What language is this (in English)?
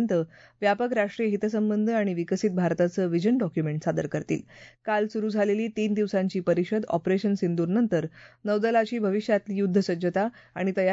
Marathi